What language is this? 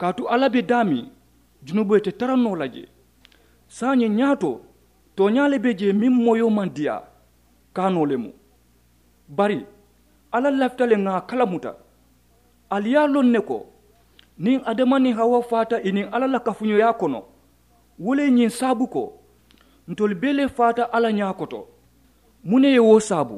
Mandingo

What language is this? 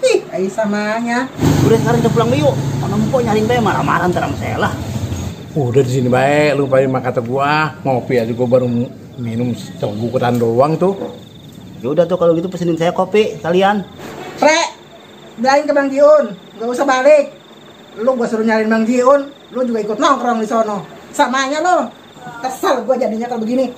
Betawi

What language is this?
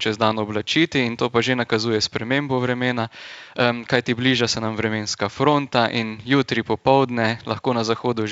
Slovenian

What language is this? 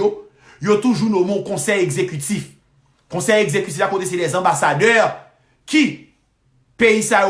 Haitian Creole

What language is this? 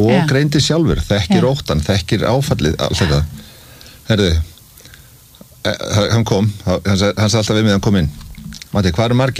Icelandic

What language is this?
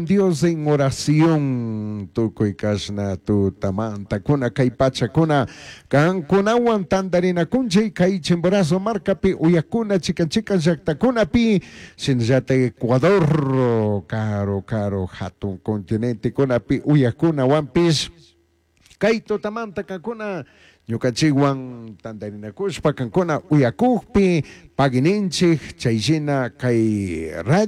Chimborazo Highland Quichua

